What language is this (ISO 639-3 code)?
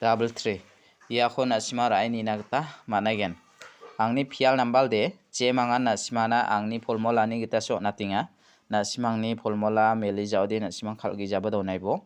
grt